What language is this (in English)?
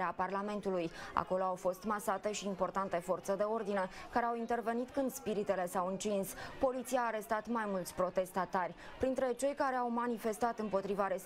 Romanian